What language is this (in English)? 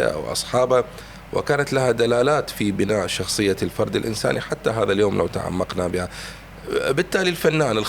Mesopotamian Arabic